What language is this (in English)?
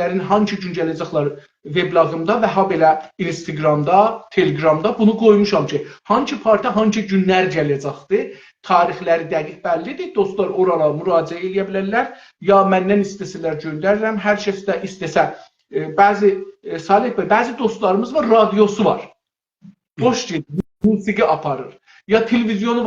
South Azerbaijani